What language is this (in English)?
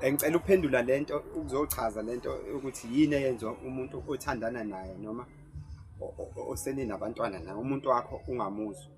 Zulu